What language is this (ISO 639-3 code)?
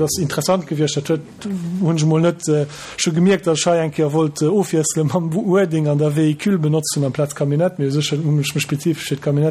ltz